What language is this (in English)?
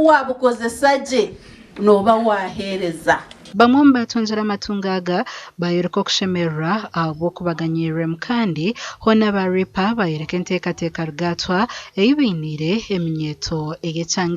Nyankole